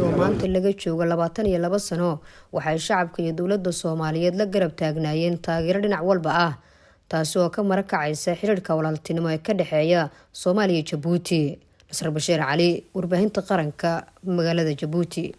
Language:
Somali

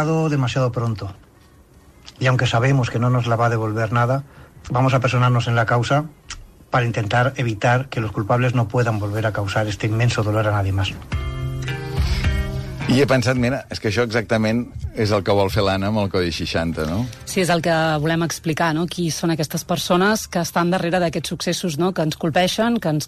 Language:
Catalan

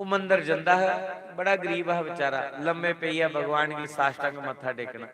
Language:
Dogri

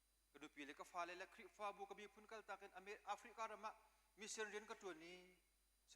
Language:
Hakha Chin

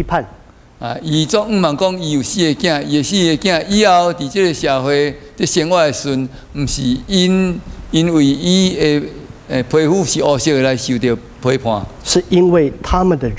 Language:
Min Nan Chinese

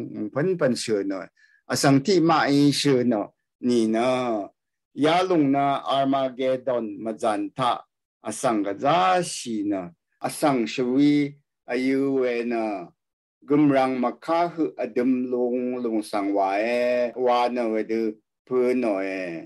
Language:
Rawang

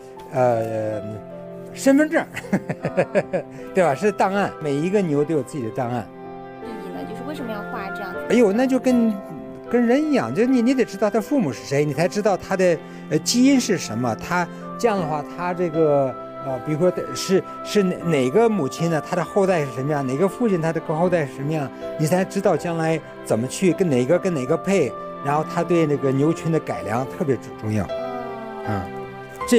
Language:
Chinese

